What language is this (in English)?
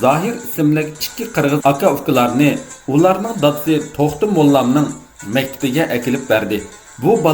Uyghur